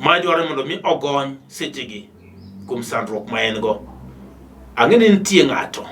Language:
Luo (Kenya and Tanzania)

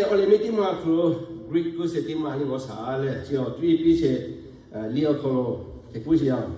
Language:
Lahu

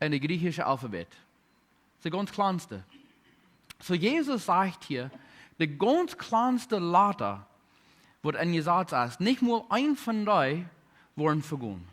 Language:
Plautdietsch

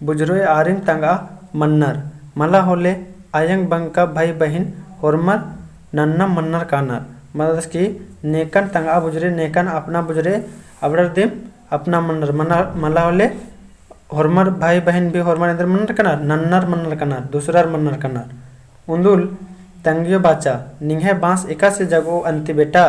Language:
Kurukh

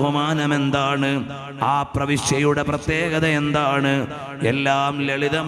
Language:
Malayalam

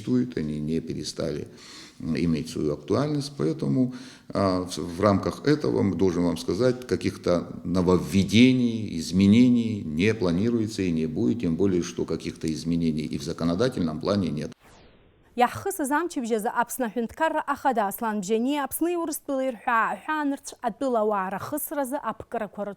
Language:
Abkhazian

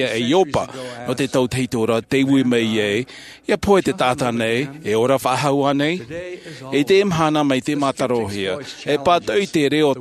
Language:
Tahitian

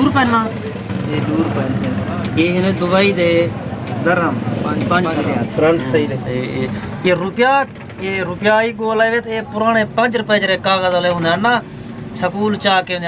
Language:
Saraiki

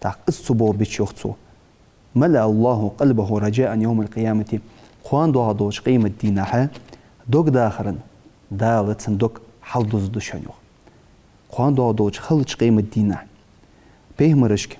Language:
Ingush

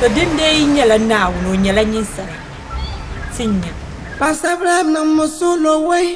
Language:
Dagbani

